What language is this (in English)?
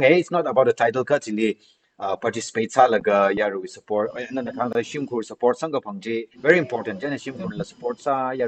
Tangkhul Naga (India)